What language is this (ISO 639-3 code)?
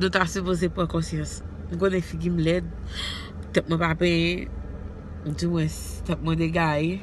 hat